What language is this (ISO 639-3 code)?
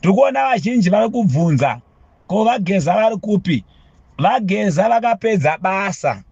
sna